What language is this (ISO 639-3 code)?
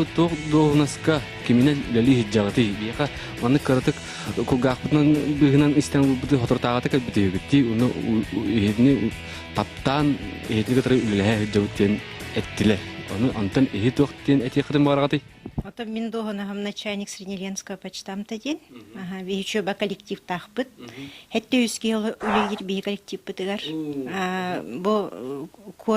sah